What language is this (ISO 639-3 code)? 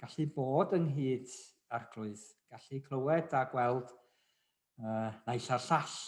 cym